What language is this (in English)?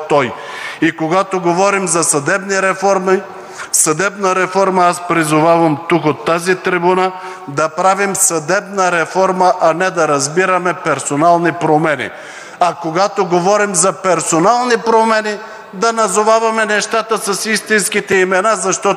Bulgarian